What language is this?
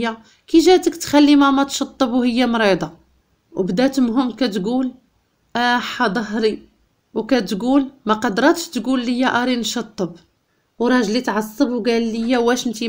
Moroccan Arabic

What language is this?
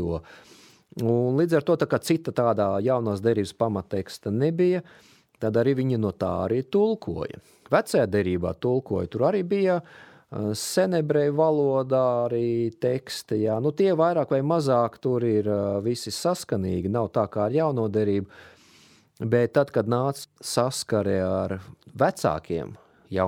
Latvian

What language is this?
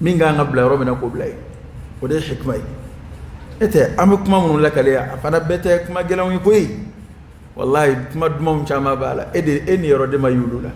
Dyula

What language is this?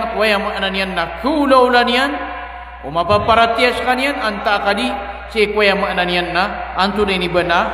Maranao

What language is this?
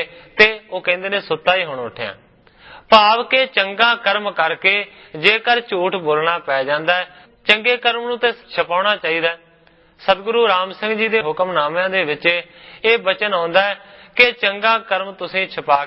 Punjabi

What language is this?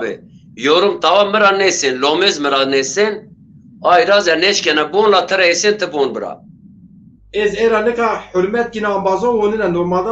Zaza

